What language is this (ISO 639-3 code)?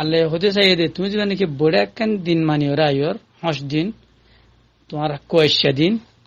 rhg